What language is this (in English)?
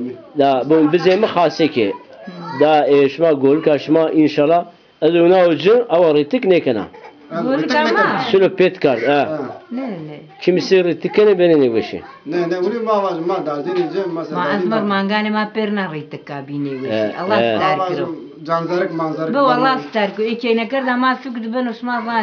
Zaza